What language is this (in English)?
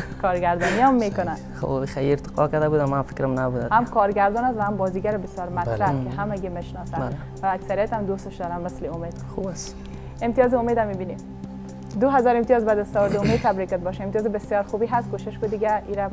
Persian